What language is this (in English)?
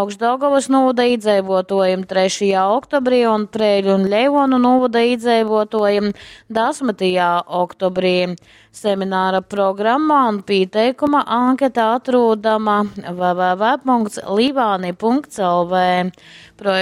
Latgalian